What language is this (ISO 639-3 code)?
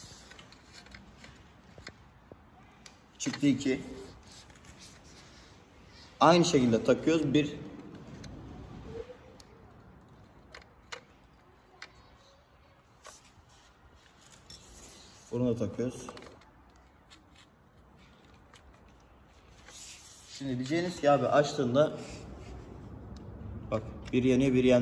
tur